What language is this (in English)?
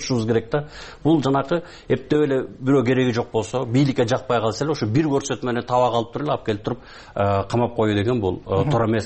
Kyrgyz